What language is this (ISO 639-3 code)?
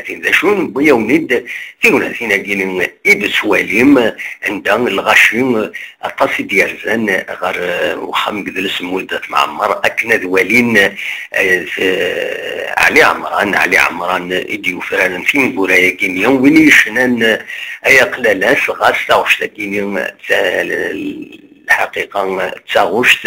kab